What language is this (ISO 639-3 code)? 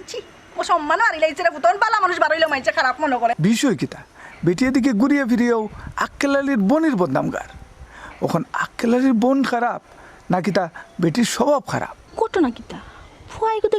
syl